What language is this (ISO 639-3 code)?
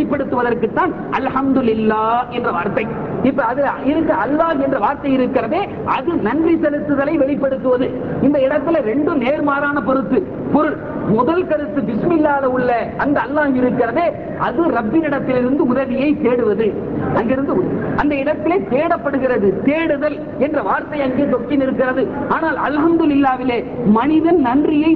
tam